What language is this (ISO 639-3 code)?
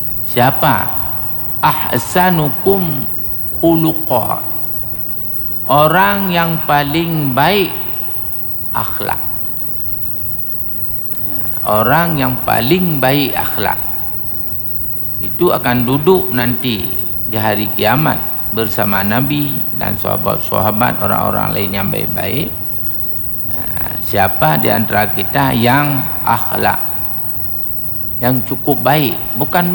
msa